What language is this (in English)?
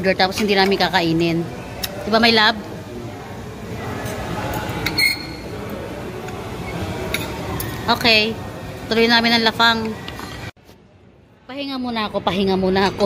Filipino